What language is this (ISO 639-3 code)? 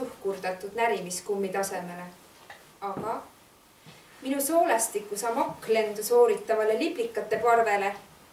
est